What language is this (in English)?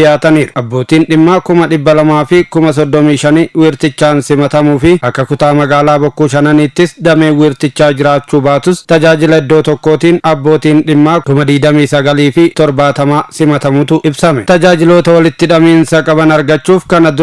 Oromo